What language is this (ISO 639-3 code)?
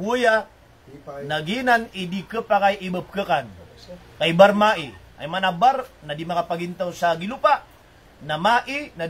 mrw